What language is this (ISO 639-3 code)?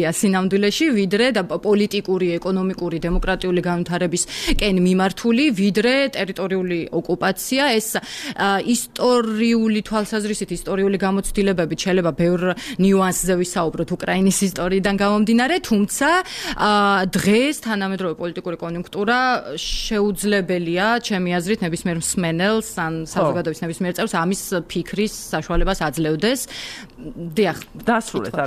kat